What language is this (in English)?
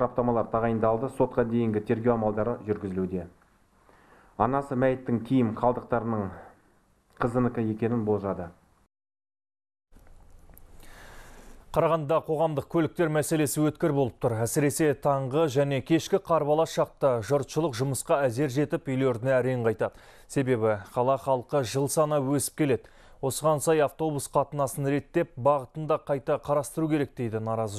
Kazakh